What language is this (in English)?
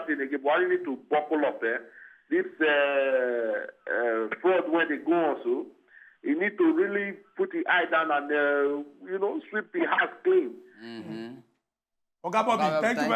Nigerian Pidgin